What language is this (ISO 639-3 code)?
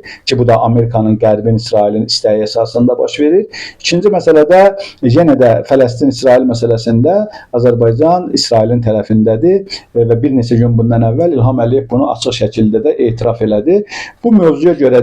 aze